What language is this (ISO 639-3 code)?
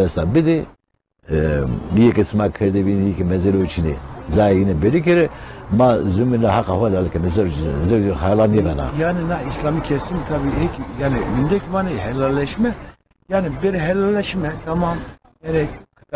zza